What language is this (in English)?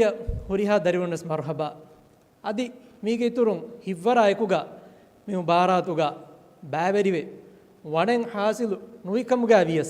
Divehi